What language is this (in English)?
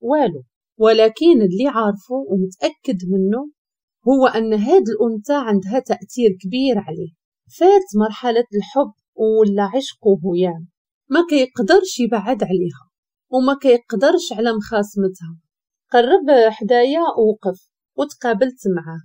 Moroccan Arabic